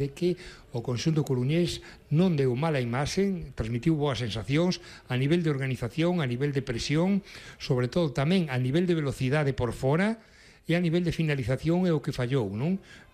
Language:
Galician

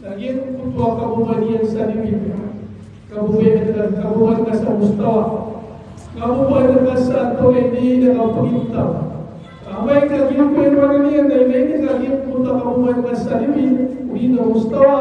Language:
Maranao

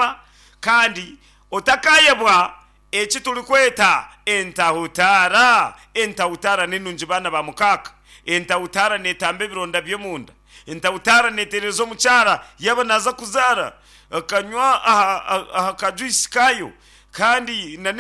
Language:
Nyankole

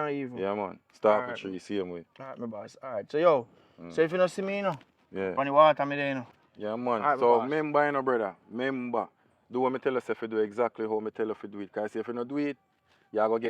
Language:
Jamaican Creole English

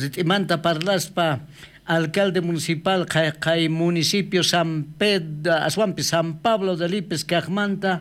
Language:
South Bolivian Quechua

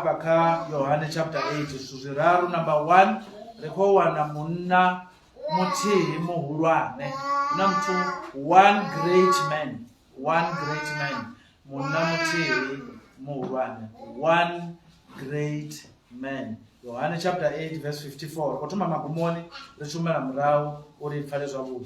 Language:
Venda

